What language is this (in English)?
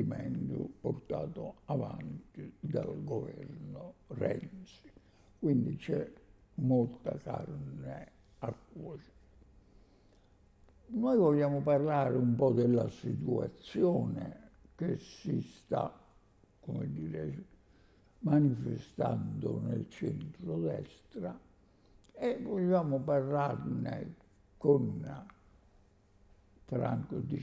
Italian